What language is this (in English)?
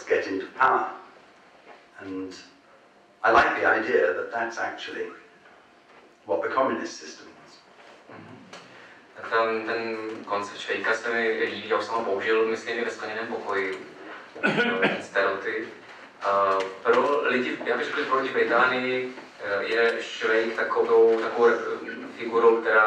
Czech